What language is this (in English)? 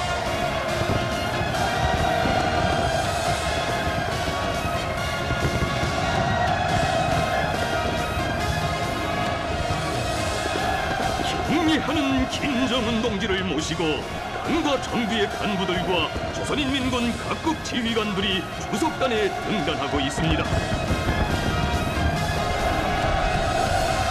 Korean